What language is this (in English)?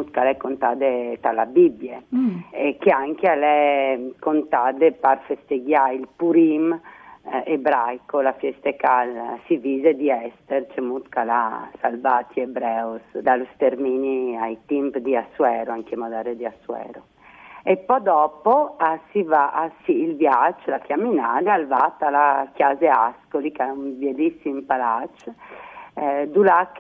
Friulian